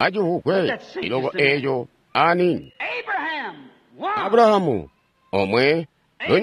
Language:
Tonga (Zambia)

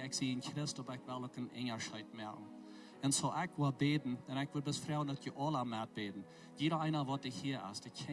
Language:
Plautdietsch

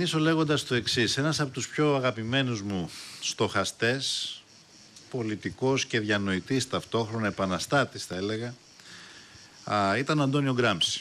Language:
Greek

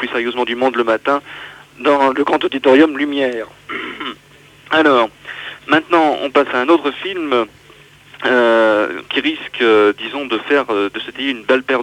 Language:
French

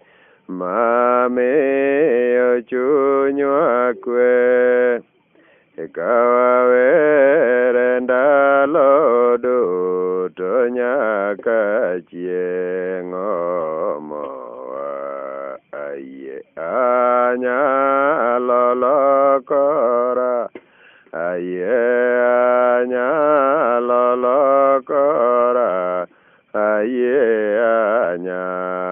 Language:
Luo (Kenya and Tanzania)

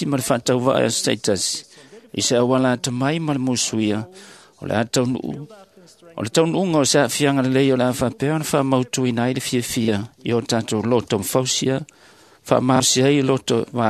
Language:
Samoan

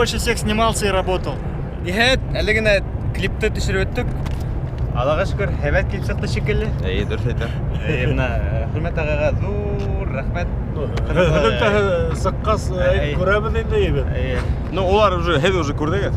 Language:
Bashkir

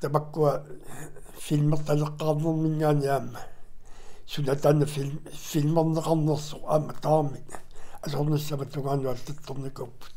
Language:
Kalaallisut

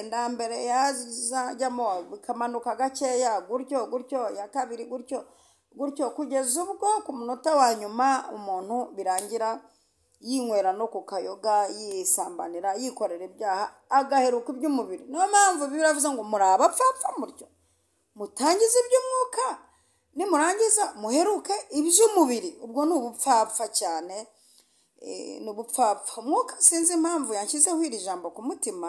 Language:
Kinyarwanda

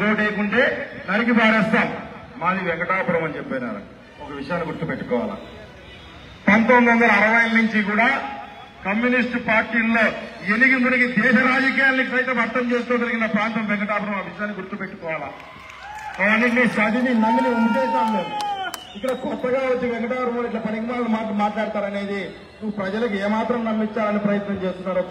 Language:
Telugu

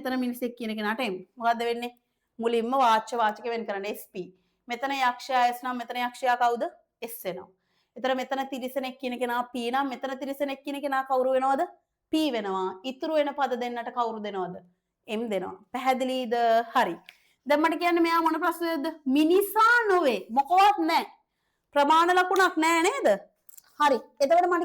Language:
Sinhala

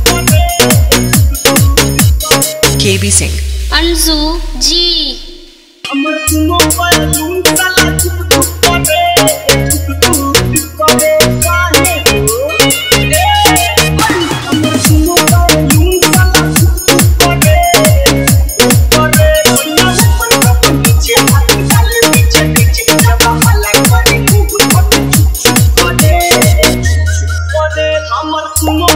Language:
Bhojpuri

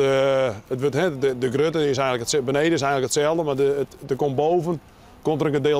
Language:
Western Frisian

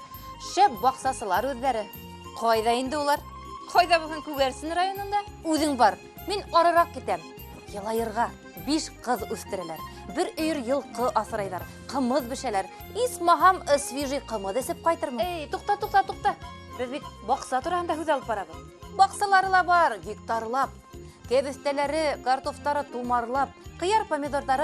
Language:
Bashkir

